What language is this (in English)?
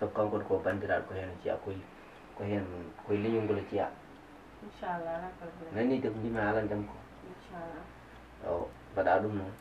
Fula